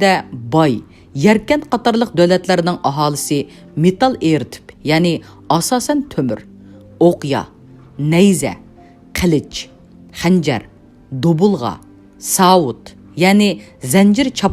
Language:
Uyghur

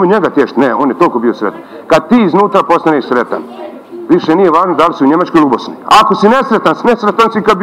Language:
Bosnian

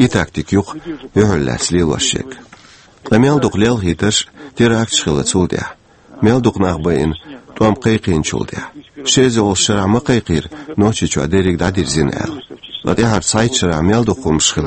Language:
Chechen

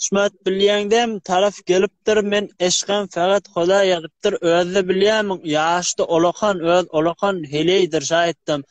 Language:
Turkmen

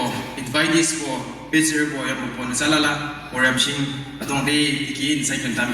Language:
Yimchungru Naga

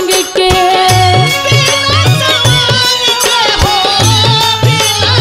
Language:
Bhojpuri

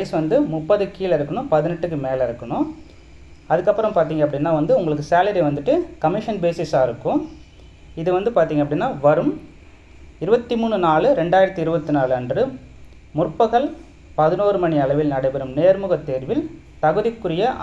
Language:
Tamil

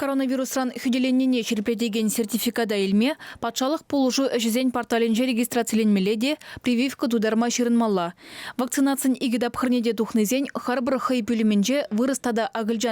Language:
Chuvash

